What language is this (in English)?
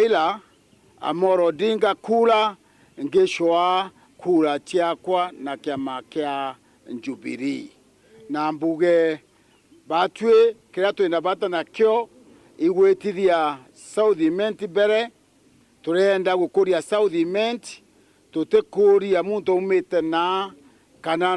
Meru